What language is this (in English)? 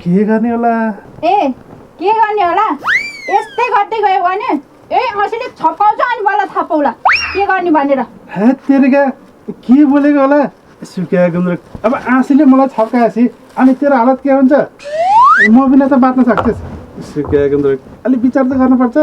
Nepali